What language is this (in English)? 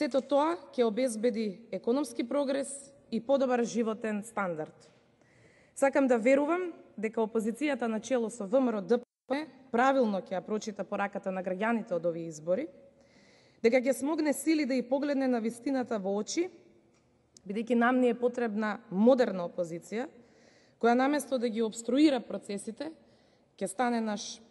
Macedonian